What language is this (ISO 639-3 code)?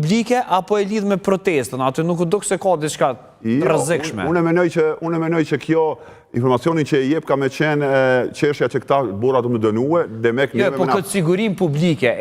sqi